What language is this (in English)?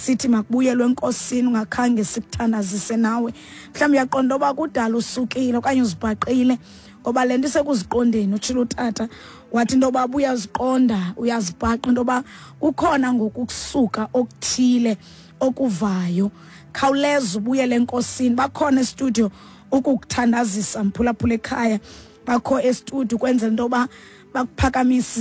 Xhosa